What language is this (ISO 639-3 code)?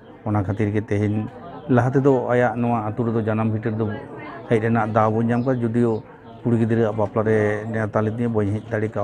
sat